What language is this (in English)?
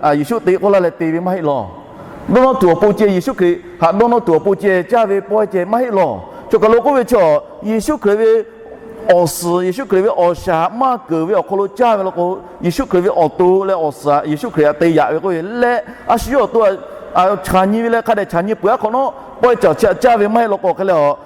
Lahu